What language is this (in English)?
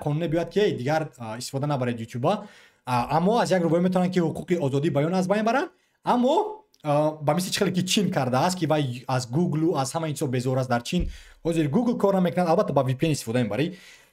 Tajik